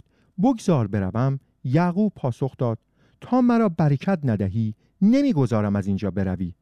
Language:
Persian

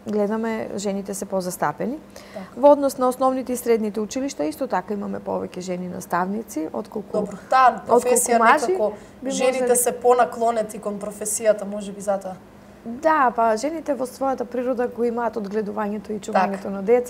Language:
Macedonian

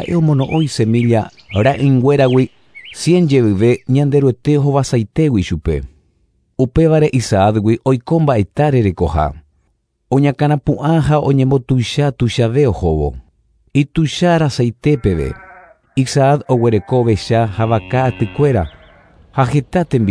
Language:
Guarani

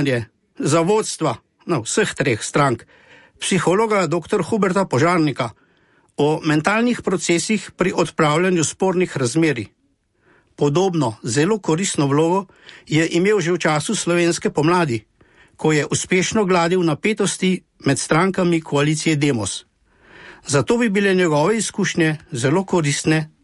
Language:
Slovenian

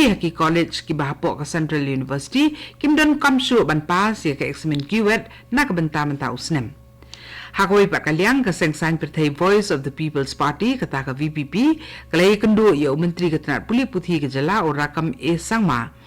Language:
Khasi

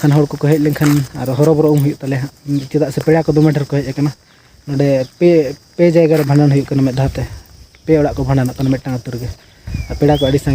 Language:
Santali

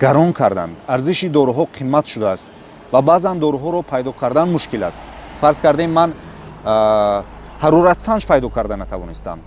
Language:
Tajik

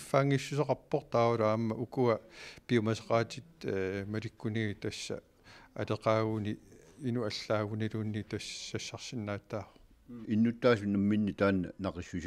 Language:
Kalaallisut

